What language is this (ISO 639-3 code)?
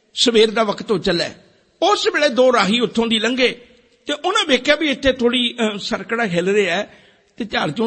pan